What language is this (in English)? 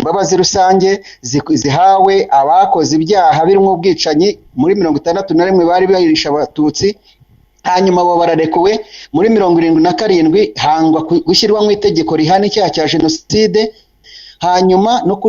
Kinyarwanda